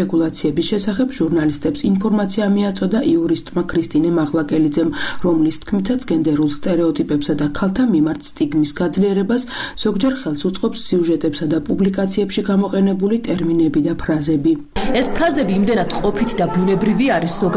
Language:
Georgian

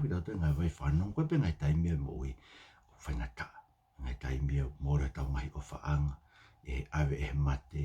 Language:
Tongan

